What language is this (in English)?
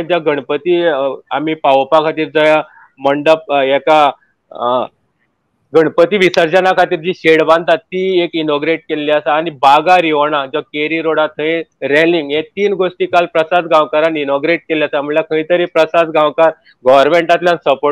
Konkani